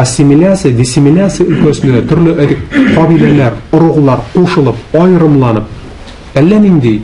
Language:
Tatar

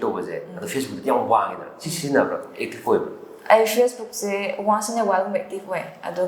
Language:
Manipuri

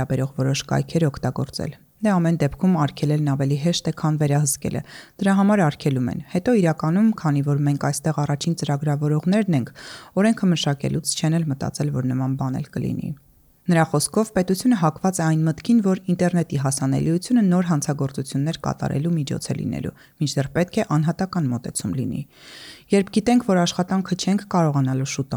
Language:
Armenian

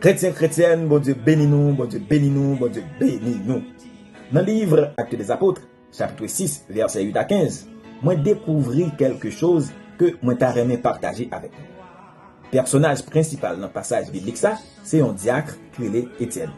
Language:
Haitian Creole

